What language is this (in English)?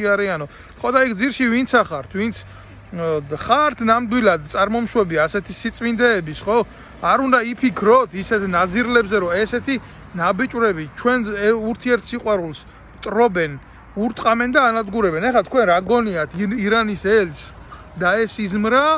Georgian